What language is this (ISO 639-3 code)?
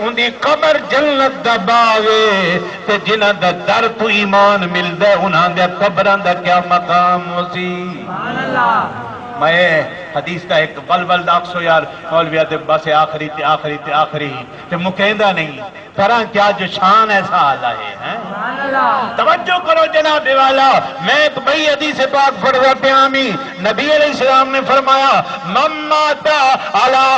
skr